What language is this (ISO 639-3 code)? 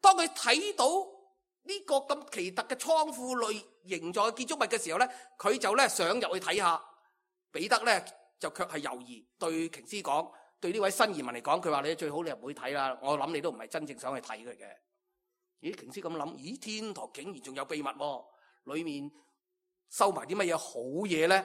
yue